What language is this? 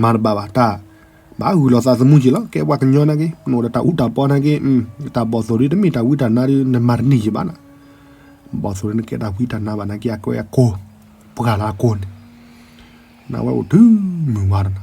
S'gaw Karen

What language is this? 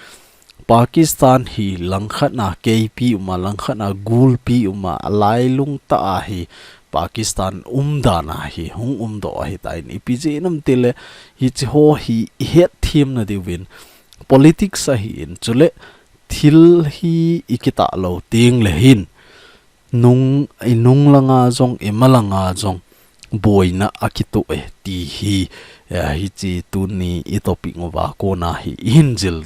Thado Chin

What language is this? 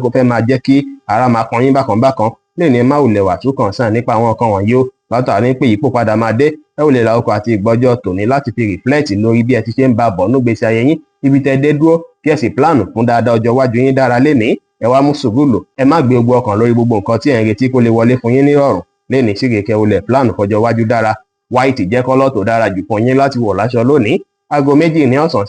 Yoruba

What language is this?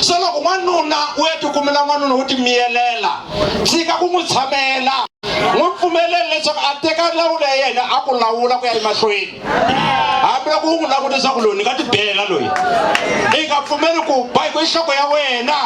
Tsonga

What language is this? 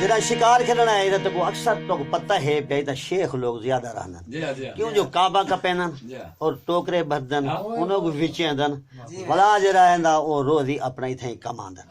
Saraiki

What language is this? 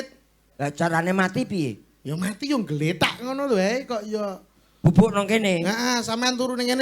Javanese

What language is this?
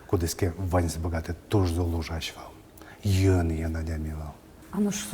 Udmurt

